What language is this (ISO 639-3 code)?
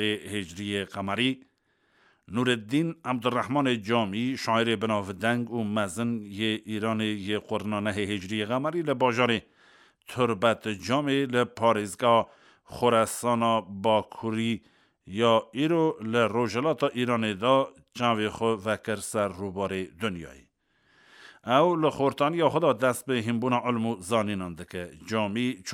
kur